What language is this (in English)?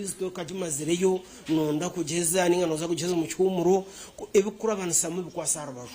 Nyankole